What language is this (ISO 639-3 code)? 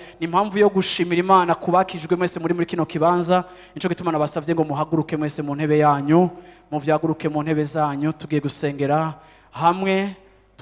run